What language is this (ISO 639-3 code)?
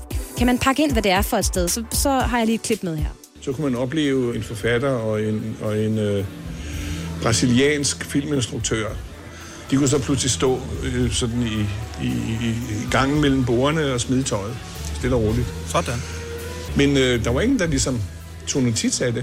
dan